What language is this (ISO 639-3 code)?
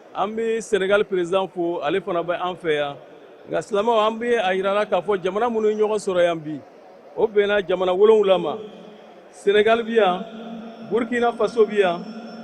bam